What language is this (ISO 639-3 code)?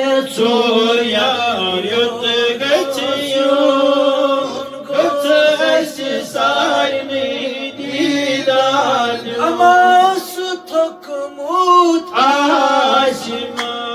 kas